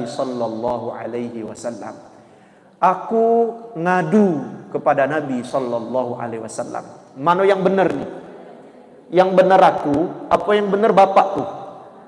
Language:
Musi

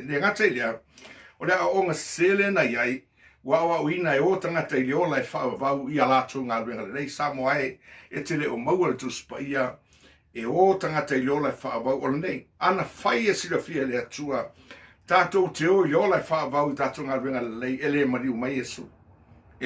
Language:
Samoan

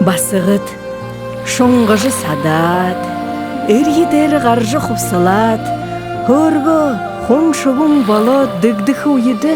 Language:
Buriat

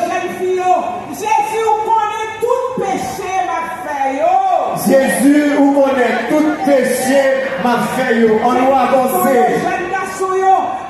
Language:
Haitian Creole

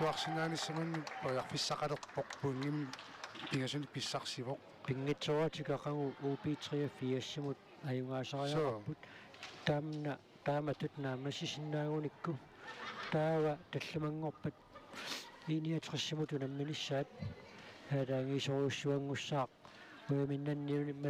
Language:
Kalaallisut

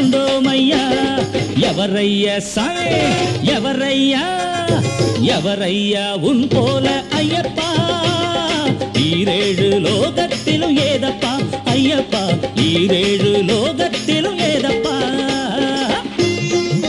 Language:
Tamil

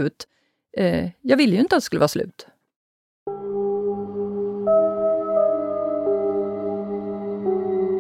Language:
Swedish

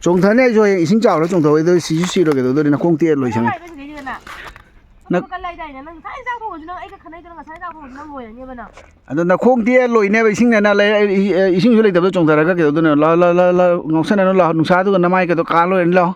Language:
Manipuri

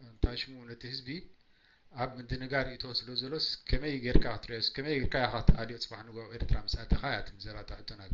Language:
Tigrinya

